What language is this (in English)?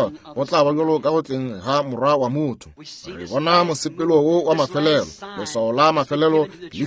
Northern Sotho